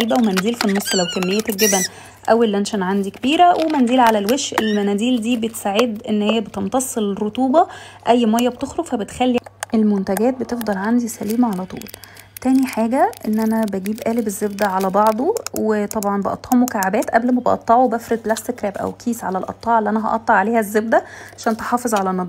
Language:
Egyptian Arabic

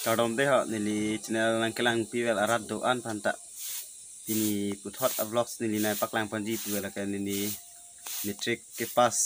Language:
Karbi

